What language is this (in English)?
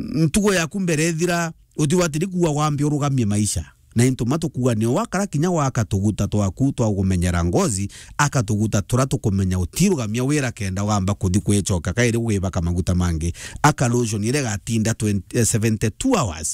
Meru